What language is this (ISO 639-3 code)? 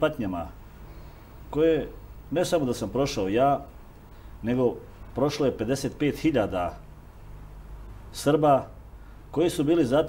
srp